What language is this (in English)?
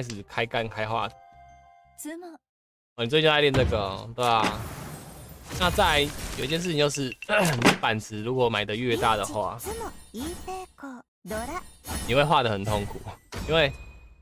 Chinese